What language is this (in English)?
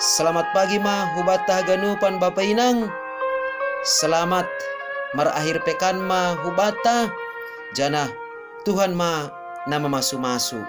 Batak Simalungun